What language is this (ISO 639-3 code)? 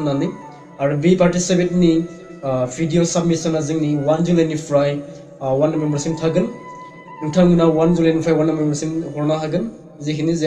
brx